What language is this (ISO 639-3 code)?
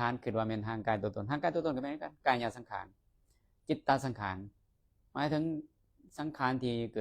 lao